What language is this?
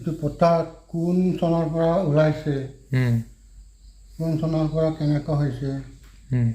Karbi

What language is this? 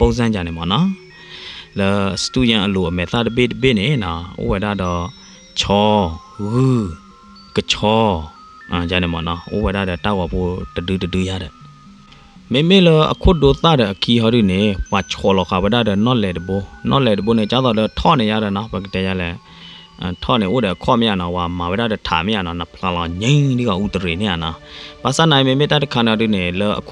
S'gaw Karen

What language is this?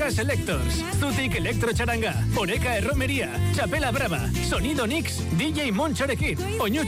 Basque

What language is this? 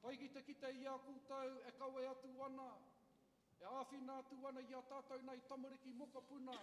Māori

